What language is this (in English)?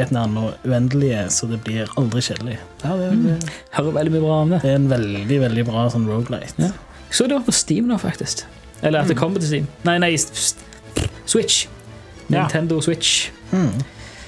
Norwegian